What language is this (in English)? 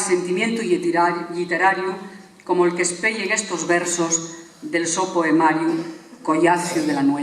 Asturian